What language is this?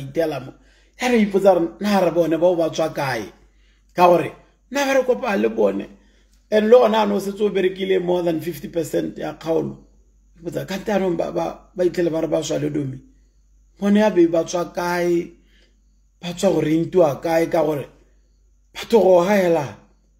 Tswana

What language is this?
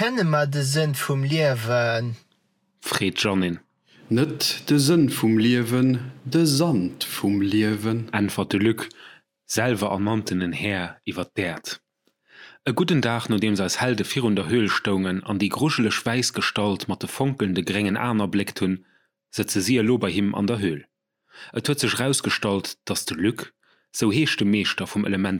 Luxembourgish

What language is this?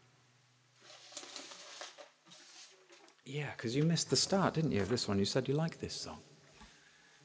English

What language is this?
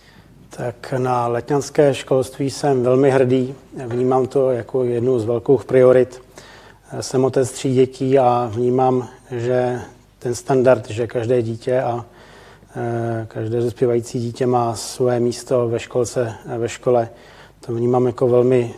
Czech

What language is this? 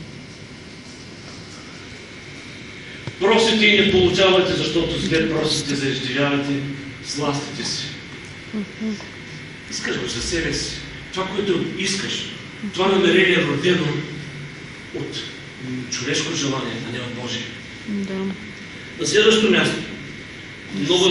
Bulgarian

